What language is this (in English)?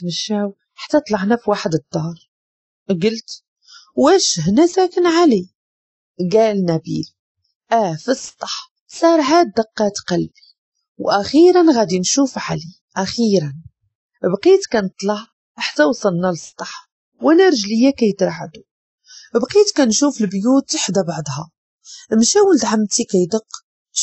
Moroccan Arabic